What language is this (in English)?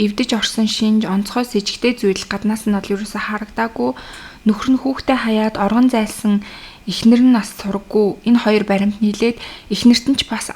Mongolian